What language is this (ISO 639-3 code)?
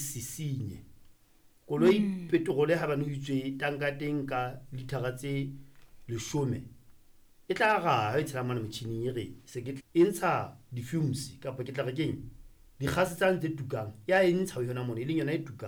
sot